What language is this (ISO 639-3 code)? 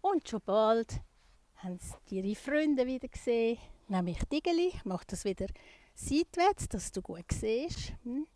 gsw